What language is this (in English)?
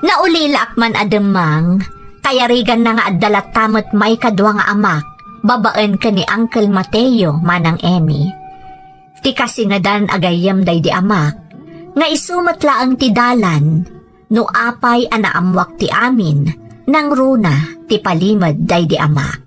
Iloko